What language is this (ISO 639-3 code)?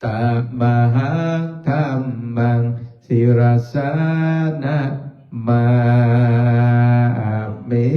pli